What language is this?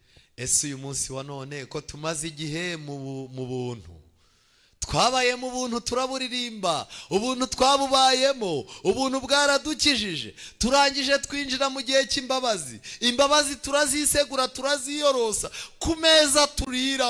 Kinyarwanda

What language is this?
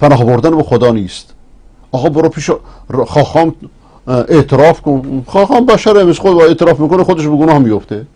Persian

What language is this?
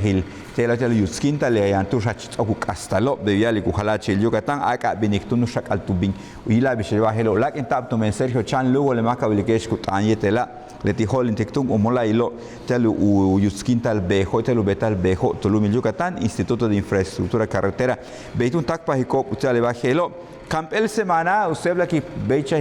Yucateco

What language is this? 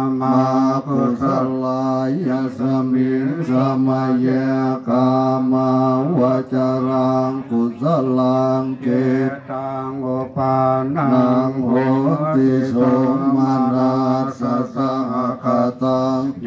Pali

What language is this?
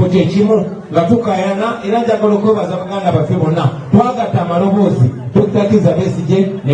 Ganda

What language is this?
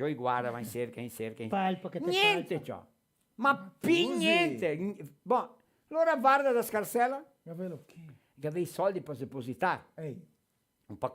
Venetian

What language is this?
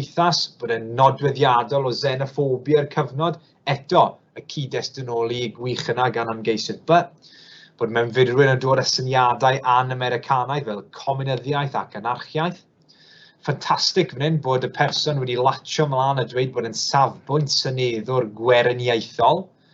Welsh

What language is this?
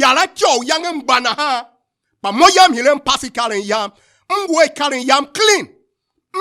Tiv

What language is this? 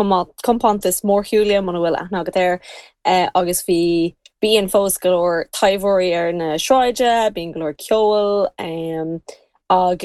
Irish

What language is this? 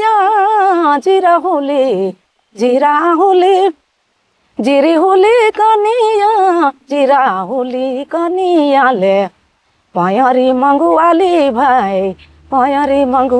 Sadri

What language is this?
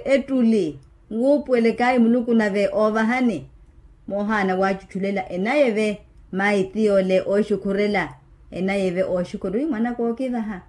Makhuwa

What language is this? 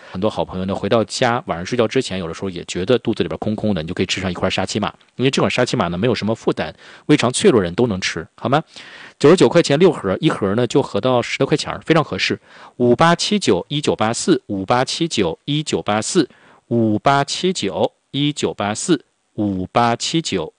Chinese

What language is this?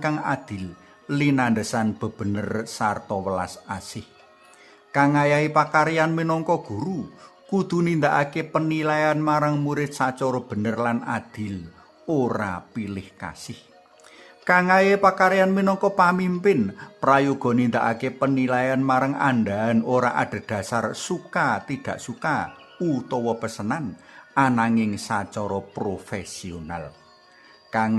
Javanese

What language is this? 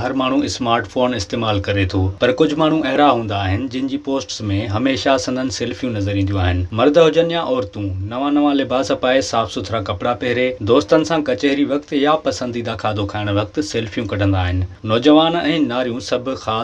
Sindhi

